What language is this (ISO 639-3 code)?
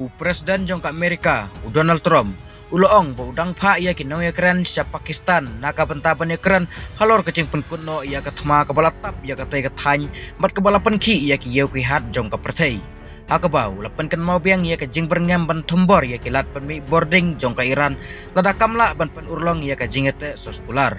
kha